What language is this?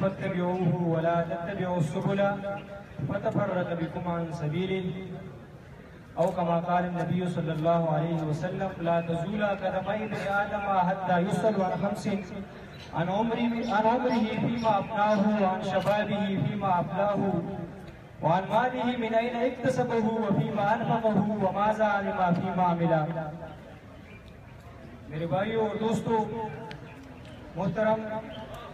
Urdu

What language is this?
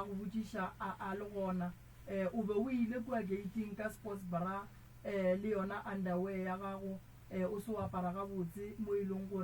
Northern Sotho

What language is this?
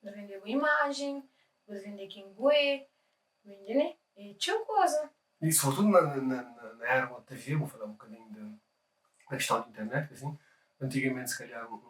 Kabuverdianu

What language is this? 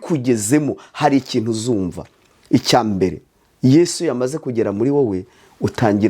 Kinyarwanda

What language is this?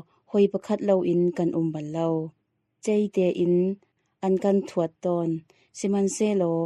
Hakha Chin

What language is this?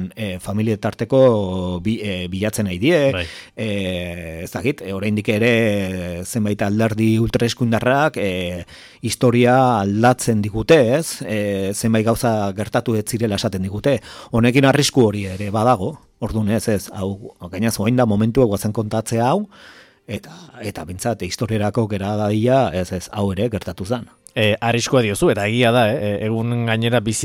Basque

